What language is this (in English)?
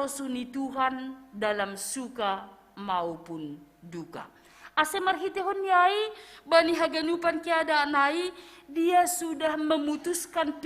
Batak Simalungun